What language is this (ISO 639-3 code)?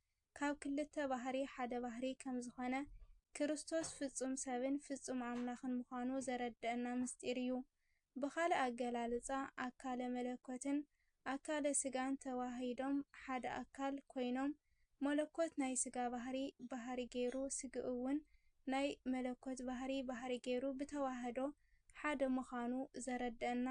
tir